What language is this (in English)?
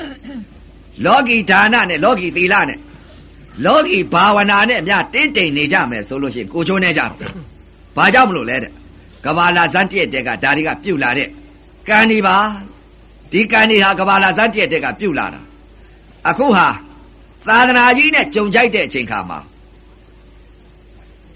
Burmese